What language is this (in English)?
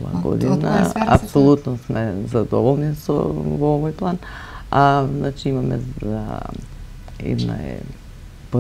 Macedonian